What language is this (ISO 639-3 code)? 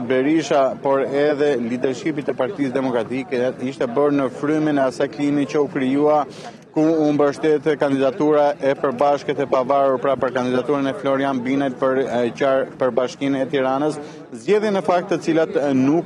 sqi